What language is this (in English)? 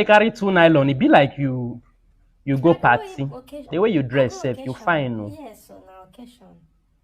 Nigerian Pidgin